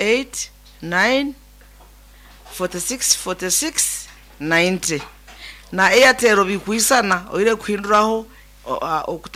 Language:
Nyoro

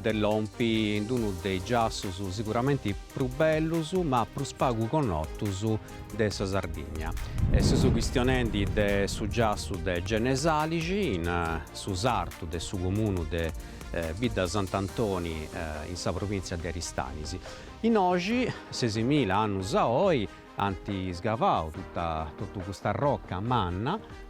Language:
Sardinian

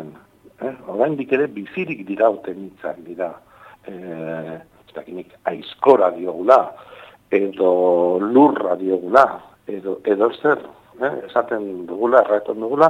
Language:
Basque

